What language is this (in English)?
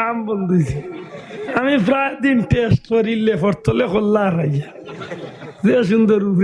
Sylheti